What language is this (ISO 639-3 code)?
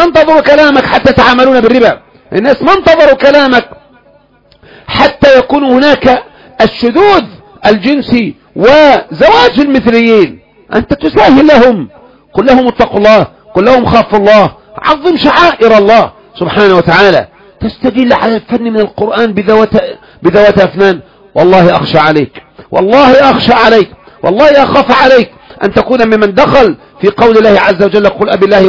ara